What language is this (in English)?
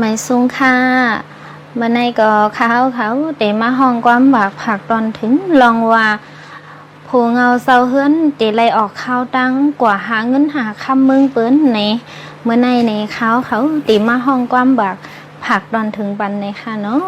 Shan